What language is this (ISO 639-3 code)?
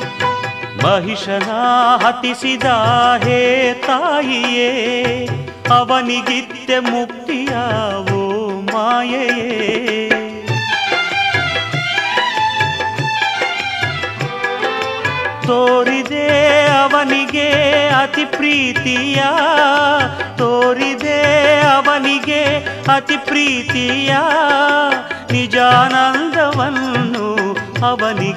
kan